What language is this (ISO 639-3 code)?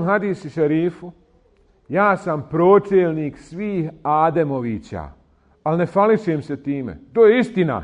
bos